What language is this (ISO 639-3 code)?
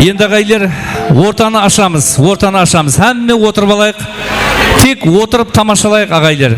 kaa